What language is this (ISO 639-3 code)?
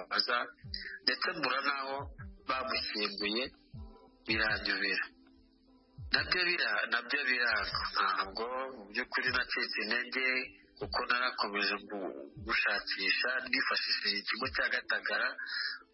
kin